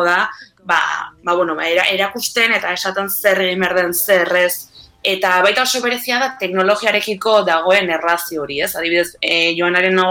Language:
Basque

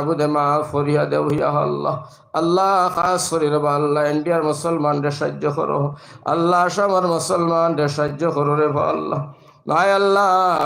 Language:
Sylheti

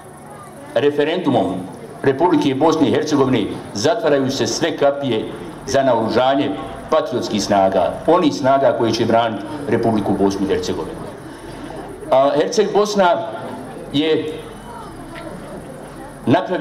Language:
Bosnian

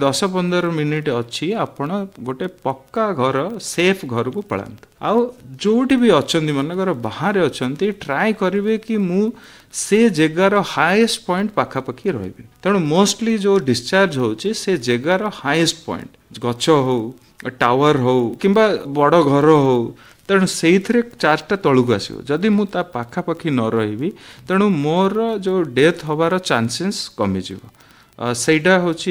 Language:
Odia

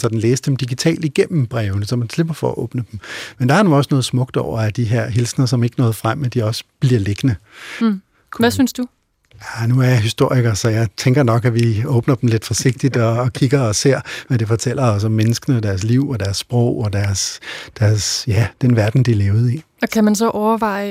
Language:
Danish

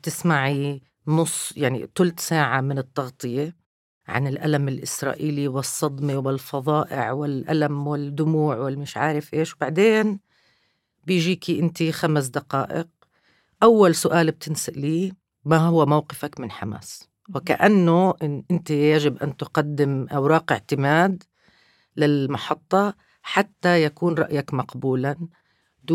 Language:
North Levantine Arabic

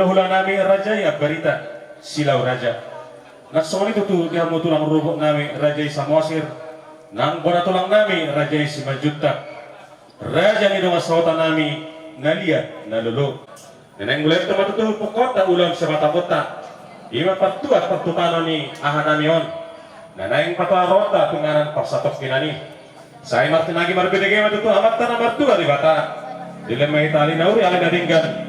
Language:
Batak Toba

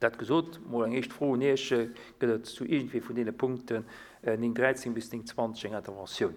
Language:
Luxembourgish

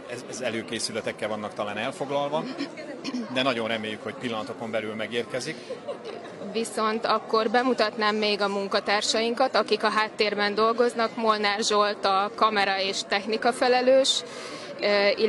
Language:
Hungarian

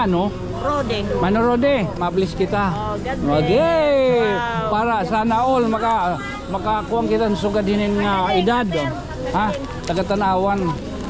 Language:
Waray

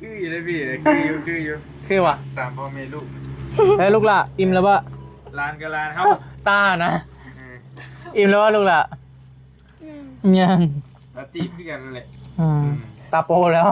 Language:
Northeastern Thai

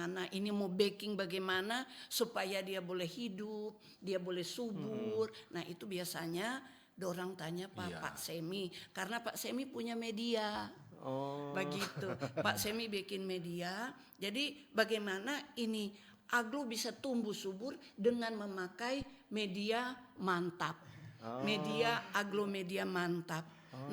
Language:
Manado Malay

